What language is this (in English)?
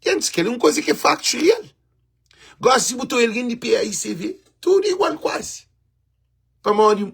Kabuverdianu